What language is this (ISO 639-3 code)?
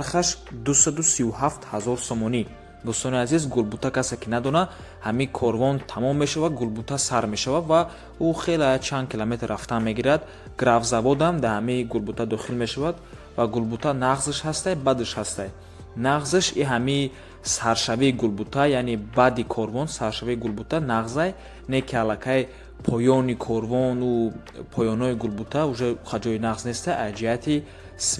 tgk